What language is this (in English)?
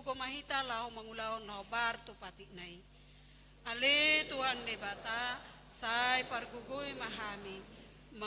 Batak Toba